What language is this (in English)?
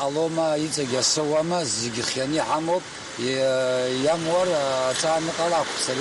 Abkhazian